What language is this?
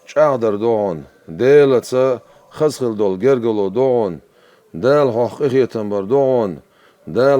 Chechen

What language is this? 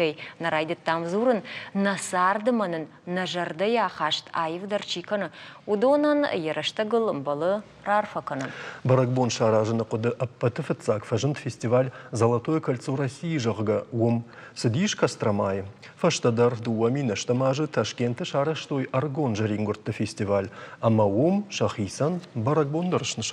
Ossetic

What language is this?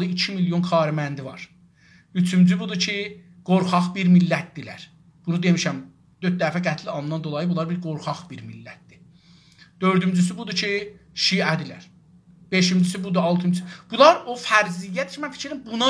South Azerbaijani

